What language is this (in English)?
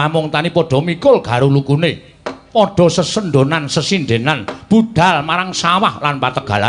Javanese